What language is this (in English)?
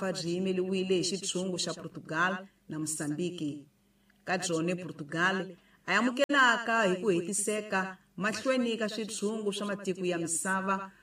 Tsonga